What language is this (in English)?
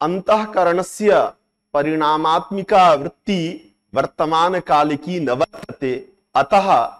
Sanskrit